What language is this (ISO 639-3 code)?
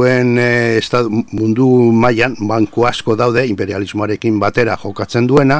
eus